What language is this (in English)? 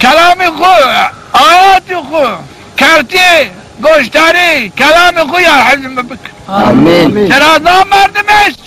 Zaza